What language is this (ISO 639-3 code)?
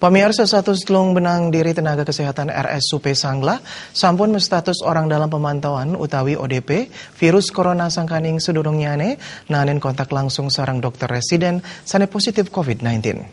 ban